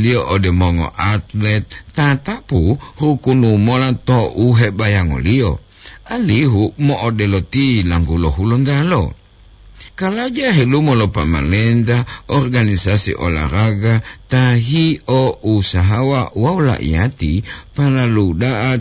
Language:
Gorontalo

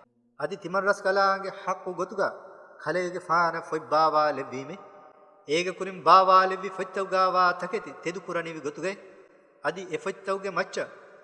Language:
Divehi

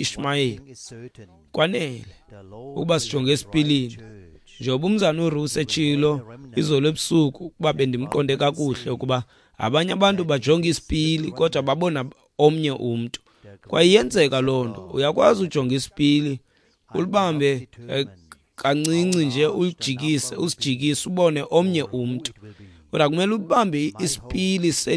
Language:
Xhosa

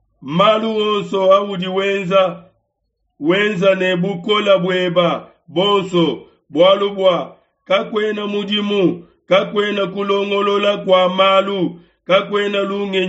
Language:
Luba-Lulua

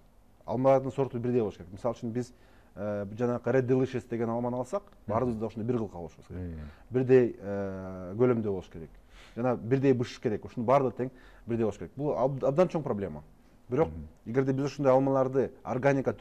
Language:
Kyrgyz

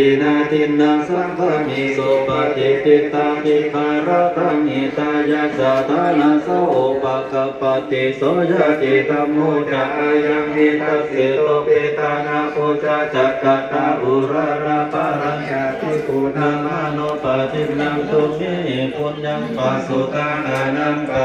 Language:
Pali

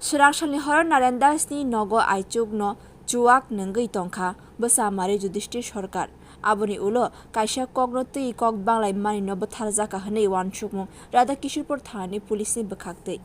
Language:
Kok Borok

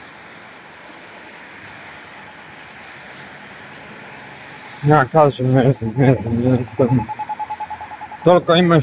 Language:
Croatian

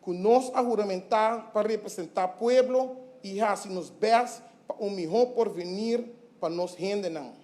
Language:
Papiamento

